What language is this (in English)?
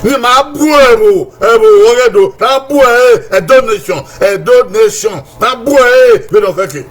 Bini